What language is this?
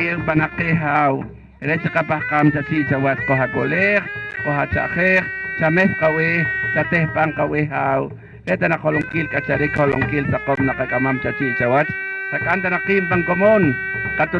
Poqomchi'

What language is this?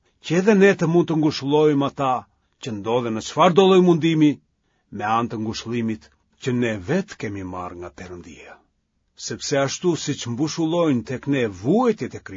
Albanian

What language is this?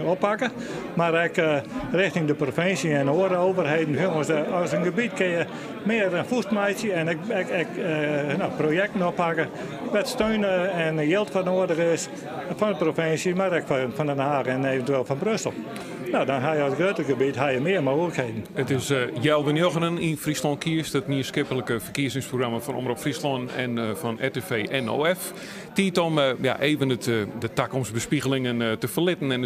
Western Frisian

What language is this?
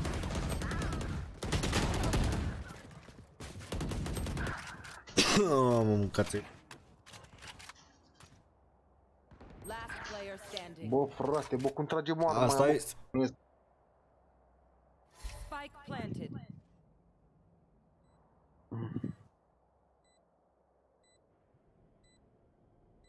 Romanian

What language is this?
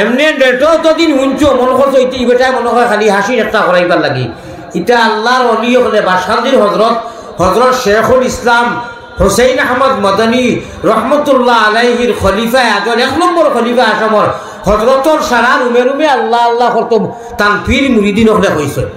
Sylheti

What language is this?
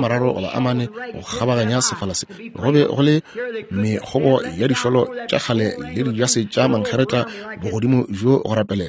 Northern Sotho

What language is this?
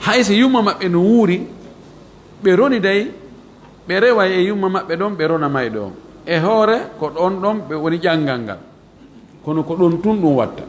Fula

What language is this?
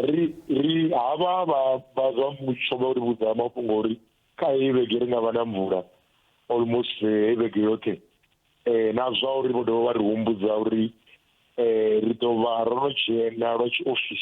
Venda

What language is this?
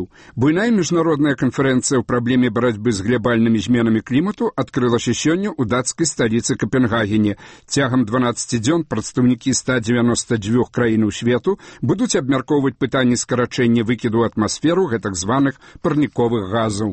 Belarusian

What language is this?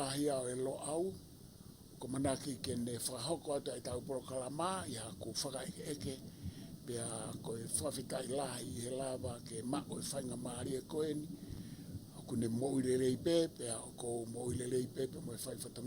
Tongan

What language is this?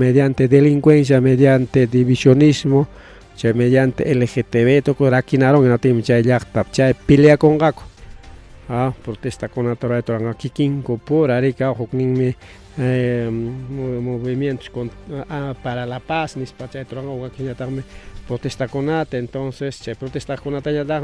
Ayacucho Quechua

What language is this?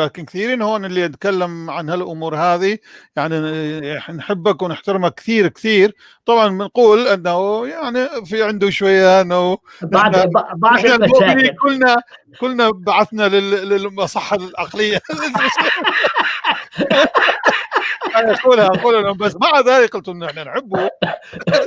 North Levantine Arabic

